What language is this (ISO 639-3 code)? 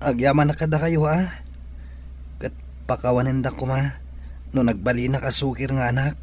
ilo